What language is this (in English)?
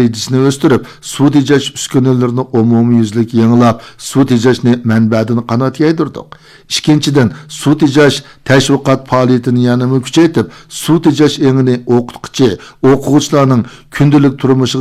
Uyghur